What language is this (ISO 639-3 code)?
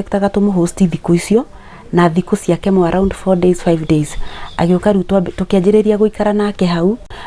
kik